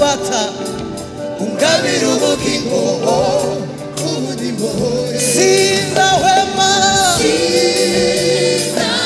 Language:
Kinyarwanda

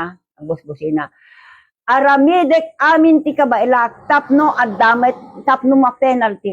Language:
Iloko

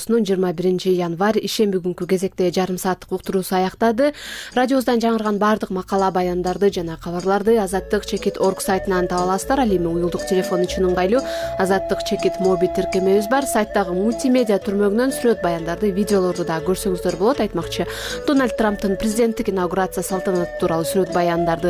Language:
Kyrgyz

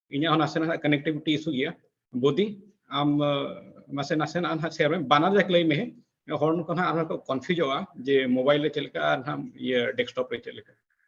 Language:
Santali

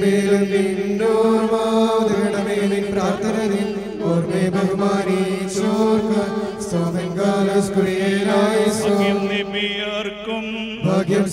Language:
Malayalam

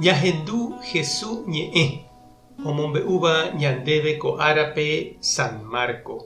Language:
Guarani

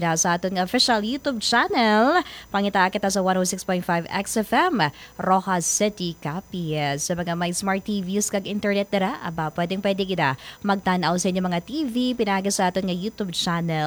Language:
Hiligaynon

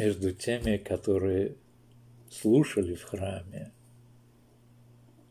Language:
Russian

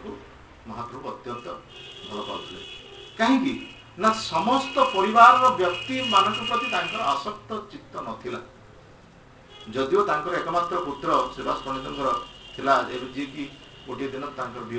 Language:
Odia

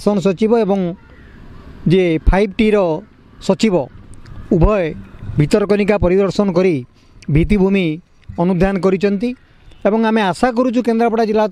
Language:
Odia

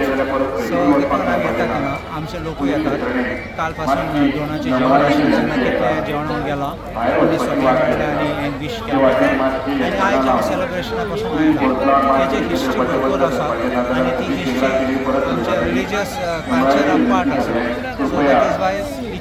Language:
Konkani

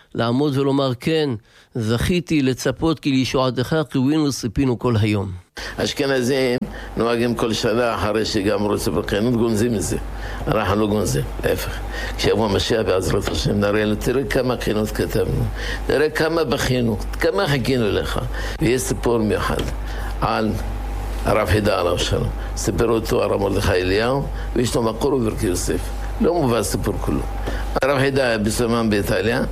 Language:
Hebrew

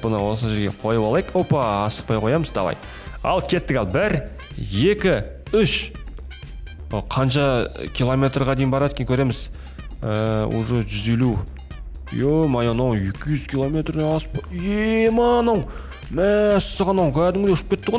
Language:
Kazakh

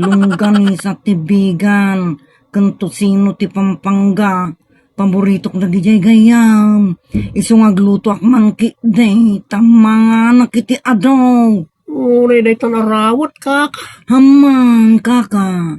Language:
Iloko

